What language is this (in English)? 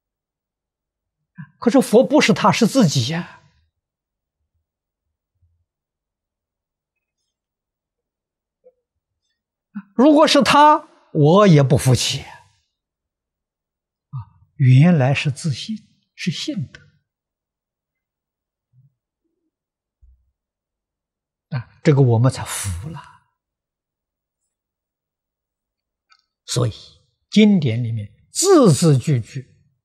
Chinese